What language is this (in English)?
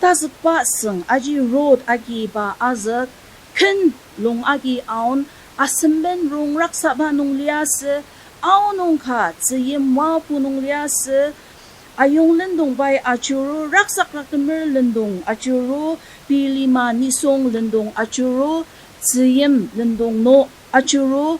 Ao Naga